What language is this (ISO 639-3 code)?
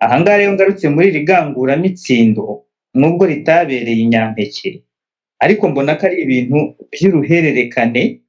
kin